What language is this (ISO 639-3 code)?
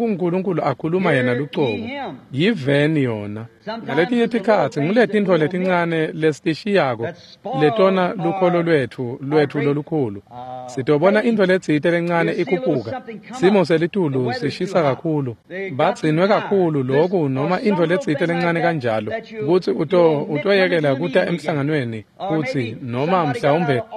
ssw